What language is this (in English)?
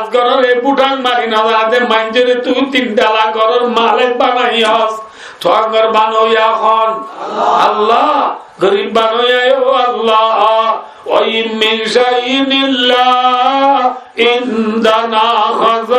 Rohingya